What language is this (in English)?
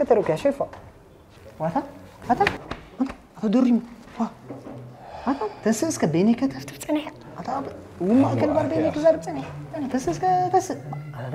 Tigrinya